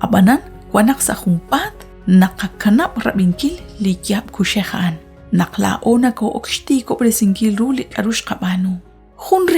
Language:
Kekchí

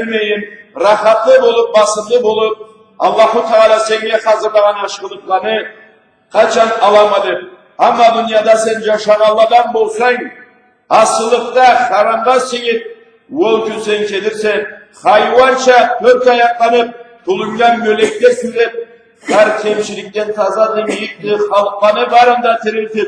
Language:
Karachay-Balkar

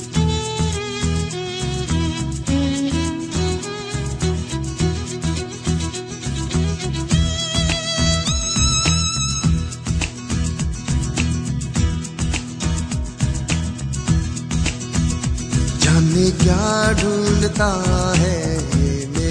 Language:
Hindi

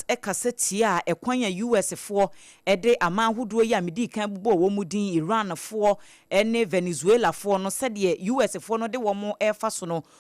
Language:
Akan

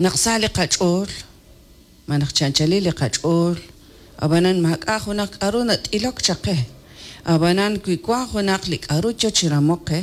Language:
Kekchí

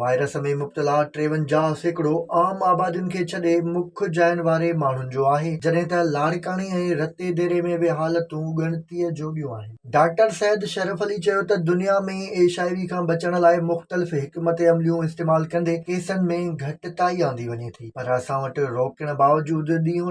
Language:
Sindhi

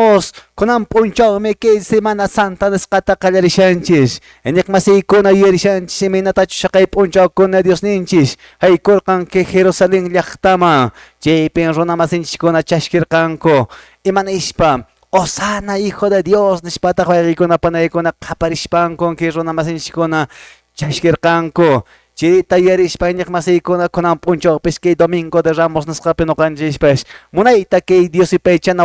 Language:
Quechua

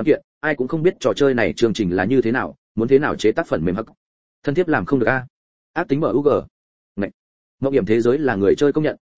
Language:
Vietnamese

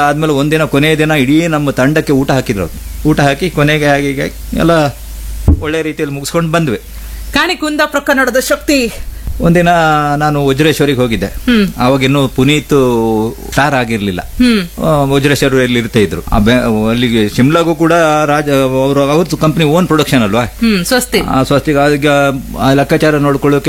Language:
Kannada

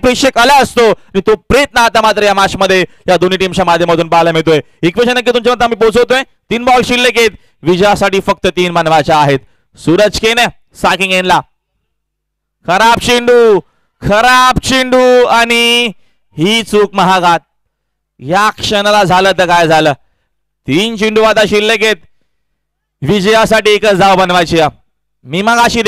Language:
Marathi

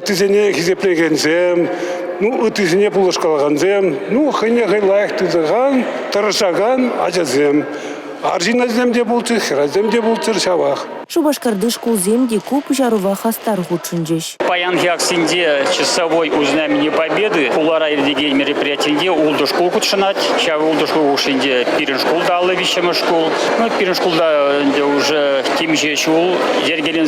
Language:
Chuvash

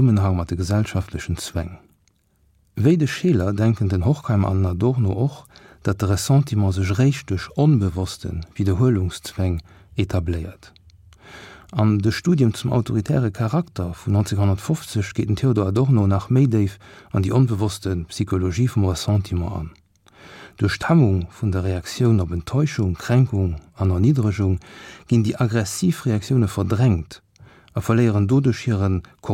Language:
Luxembourgish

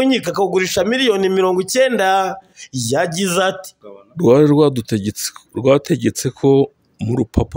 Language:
Kinyarwanda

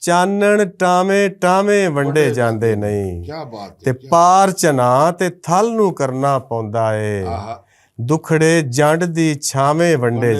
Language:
Western Panjabi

